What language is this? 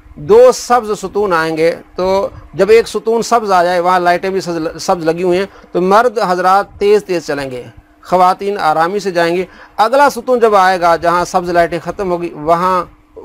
Urdu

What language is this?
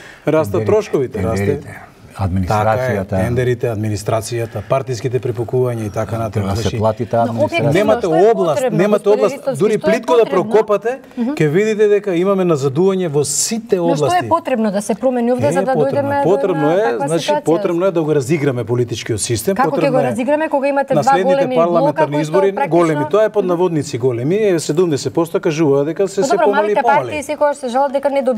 Macedonian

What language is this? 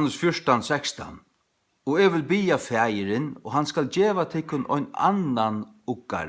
Faroese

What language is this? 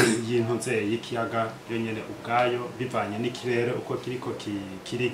Rundi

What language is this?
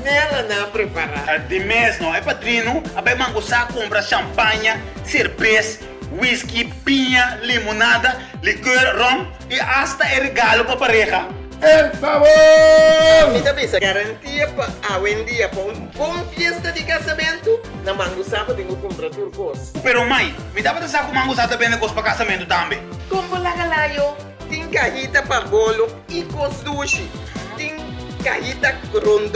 Papiamento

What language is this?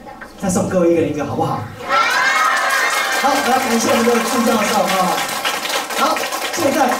Chinese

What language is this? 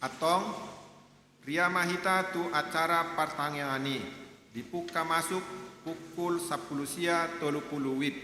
Batak Toba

